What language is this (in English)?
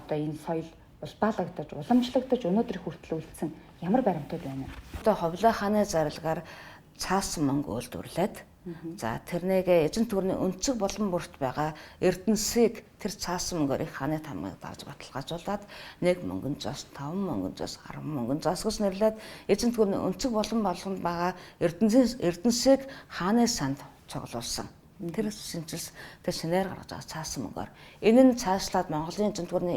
Mongolian